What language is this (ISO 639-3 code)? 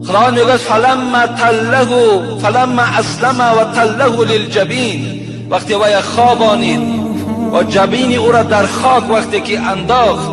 tgk